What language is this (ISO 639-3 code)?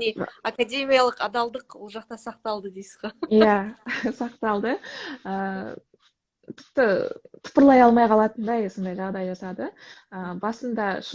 kaz